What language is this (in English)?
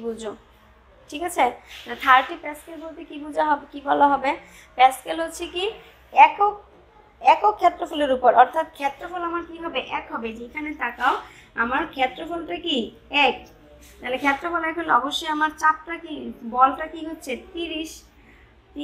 Bangla